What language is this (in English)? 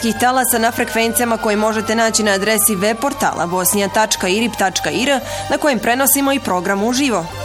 Bosnian